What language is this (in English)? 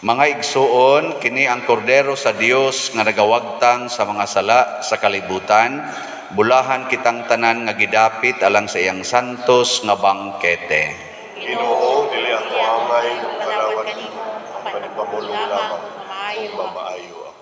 Cebuano